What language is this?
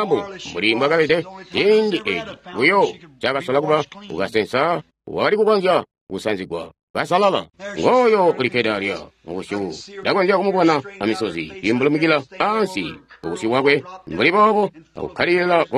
Tonga (Zambia)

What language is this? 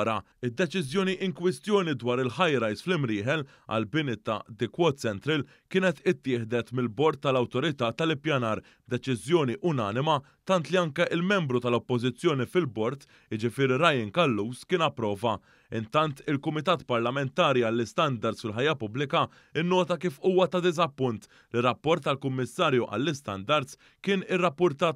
Maltese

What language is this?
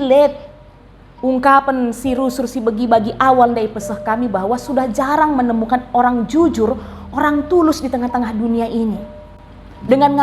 Batak Karo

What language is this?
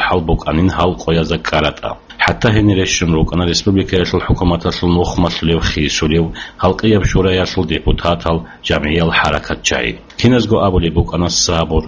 Avaric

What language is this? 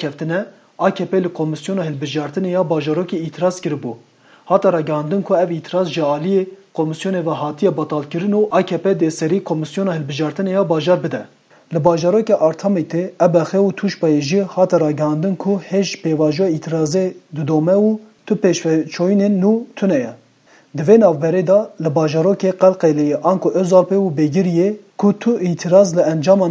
Kurdish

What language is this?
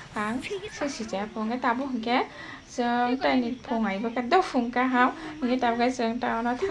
Kok Borok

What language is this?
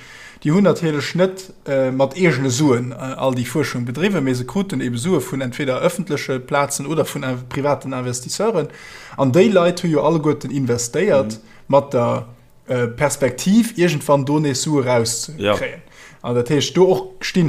Luxembourgish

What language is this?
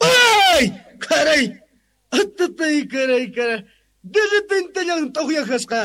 South Bolivian Quechua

